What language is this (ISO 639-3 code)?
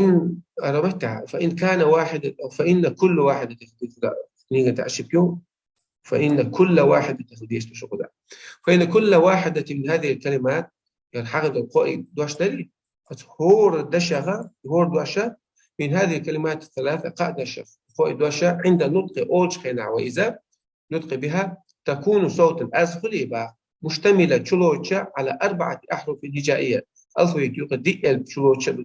che